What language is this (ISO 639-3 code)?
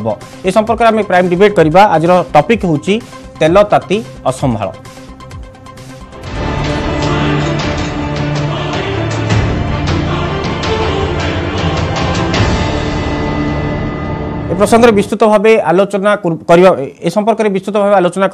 ori